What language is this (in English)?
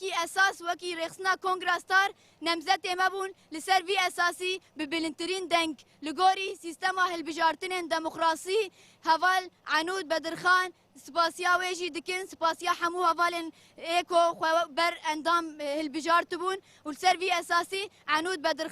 Kurdish